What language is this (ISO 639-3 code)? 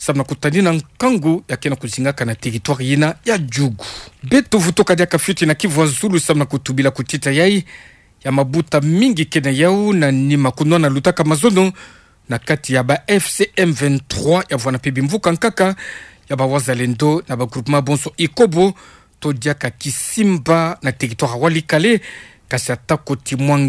ktu